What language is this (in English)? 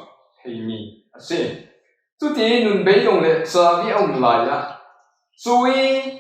Falam Chin